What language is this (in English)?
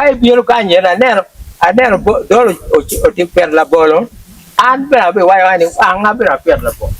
Acoli